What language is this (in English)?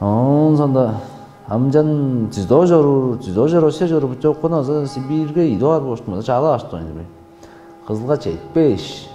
Tuvinian